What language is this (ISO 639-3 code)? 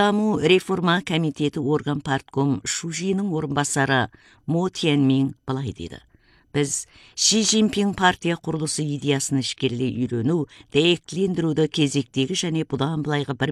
kaz